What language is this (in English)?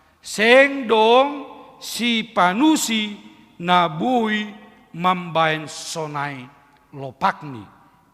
Batak Simalungun